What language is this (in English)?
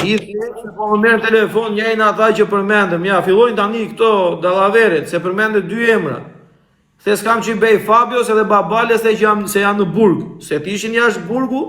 Albanian